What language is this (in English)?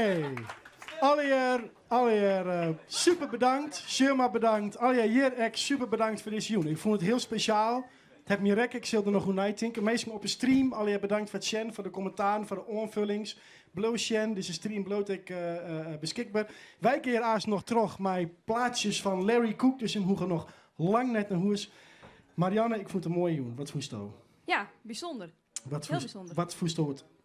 Western Frisian